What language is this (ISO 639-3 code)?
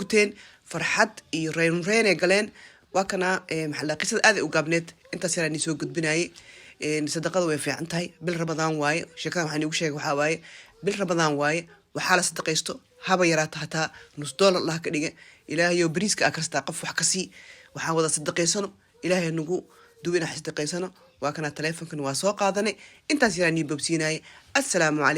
som